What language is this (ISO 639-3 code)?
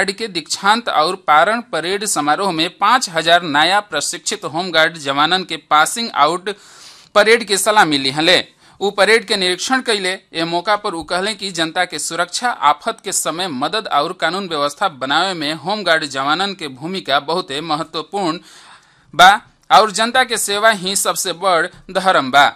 bho